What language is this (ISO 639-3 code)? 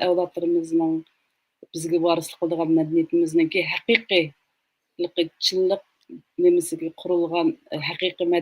uig